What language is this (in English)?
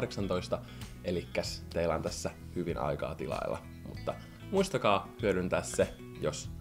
Finnish